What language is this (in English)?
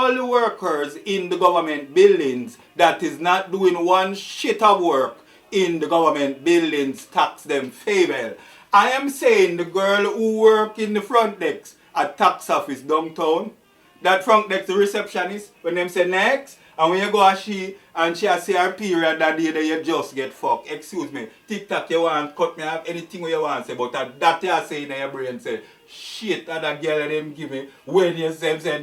Jamaican Creole English